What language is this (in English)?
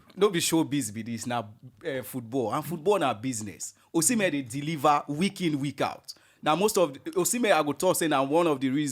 Nigerian Pidgin